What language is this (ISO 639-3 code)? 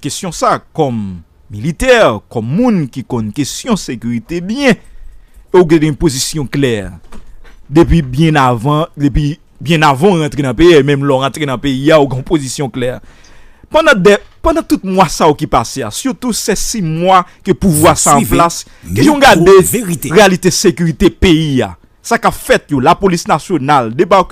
hat